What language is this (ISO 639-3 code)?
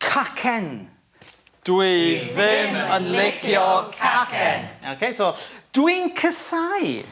cym